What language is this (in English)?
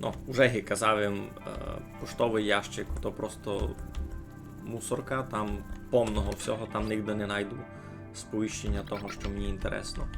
Rusyn